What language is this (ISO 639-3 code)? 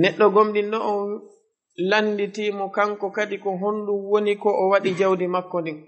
ful